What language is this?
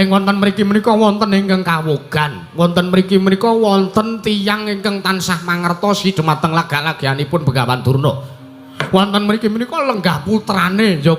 Javanese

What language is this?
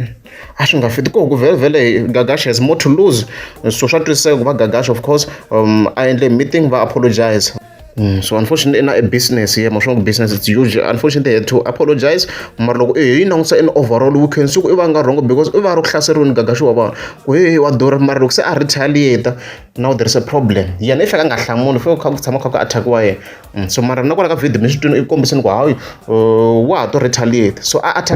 Tsonga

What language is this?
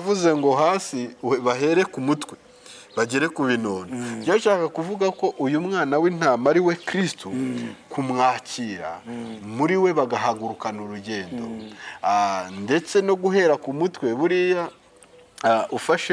Kinyarwanda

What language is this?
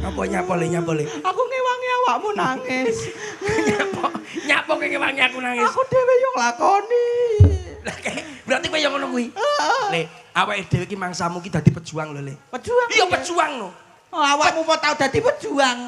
Javanese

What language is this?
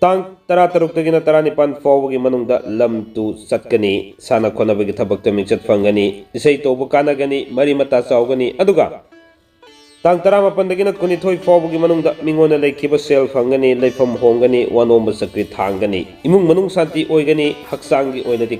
Manipuri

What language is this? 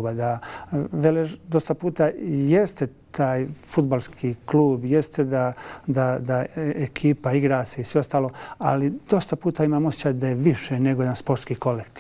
Bosnian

